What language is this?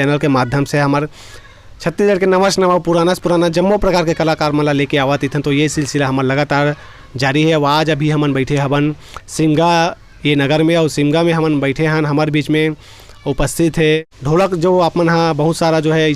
Chhattisgarhi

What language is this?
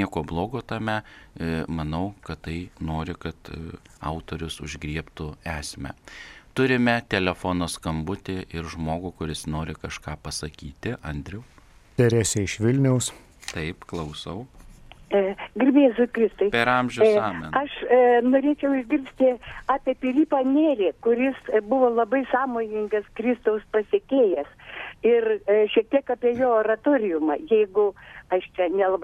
Lithuanian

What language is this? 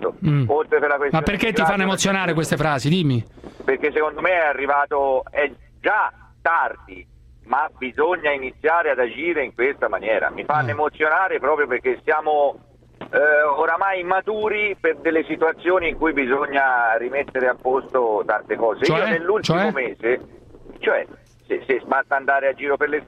Italian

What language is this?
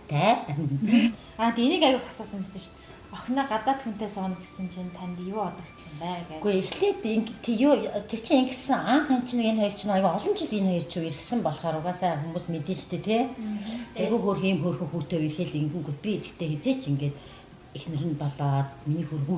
Mongolian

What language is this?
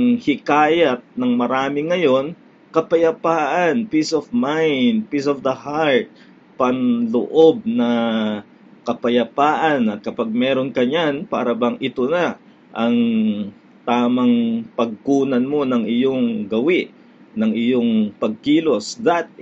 Filipino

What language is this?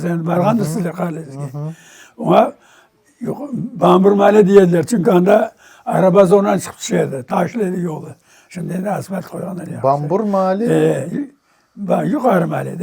Crimean Tatar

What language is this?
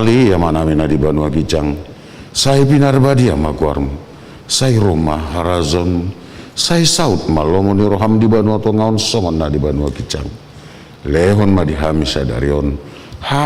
Batak Toba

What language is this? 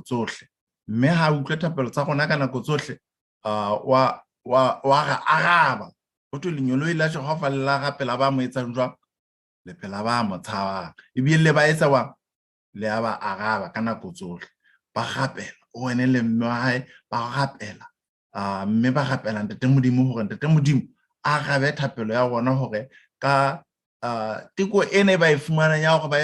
Southern Sotho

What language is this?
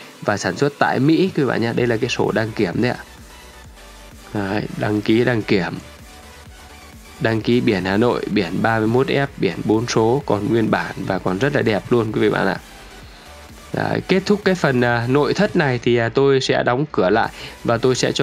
Vietnamese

